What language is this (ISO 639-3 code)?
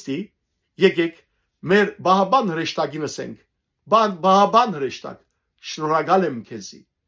hyw